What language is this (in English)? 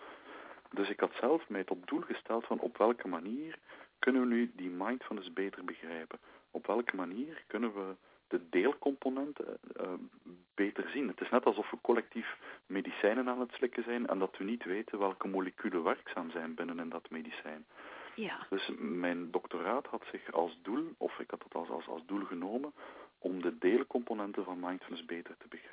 Dutch